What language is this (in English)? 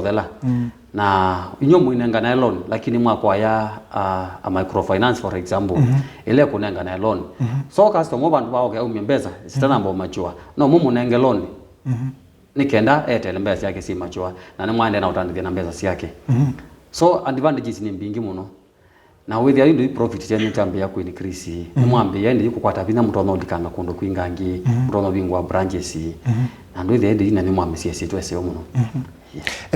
Kamba